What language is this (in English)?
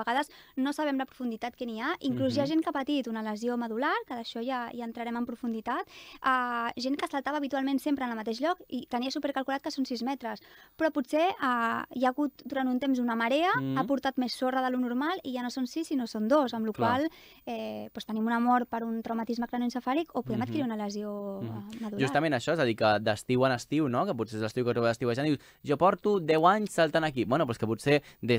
Catalan